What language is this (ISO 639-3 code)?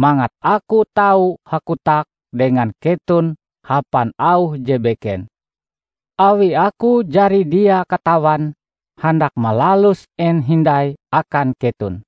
nij